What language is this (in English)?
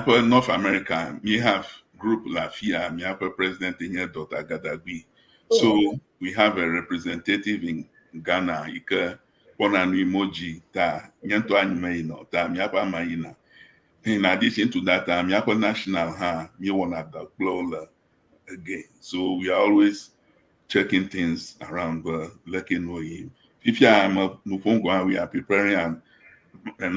Ewe